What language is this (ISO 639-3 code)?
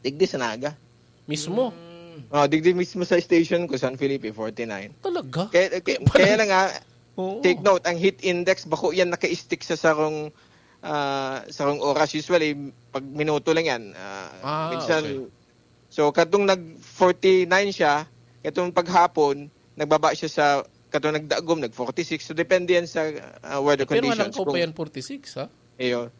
bik